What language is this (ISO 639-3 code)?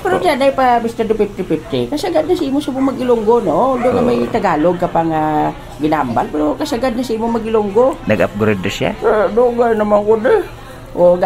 hil